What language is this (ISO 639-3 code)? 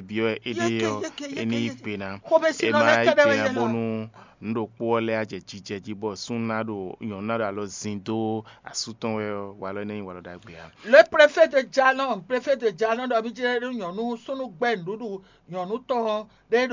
fon